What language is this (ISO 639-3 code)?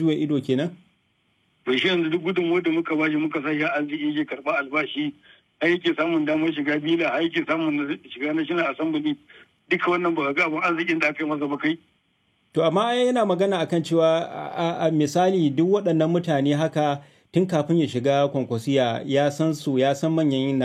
hau